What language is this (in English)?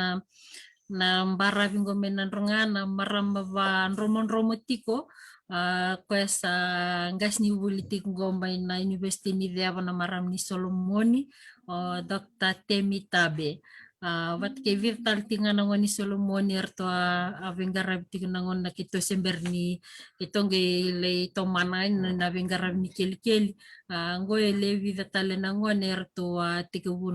Fijian